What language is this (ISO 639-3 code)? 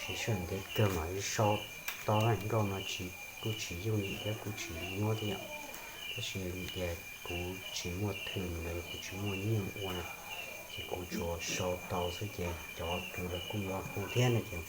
hmn